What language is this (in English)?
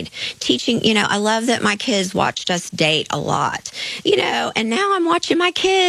English